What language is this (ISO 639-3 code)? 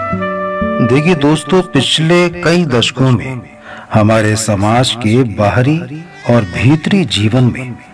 hin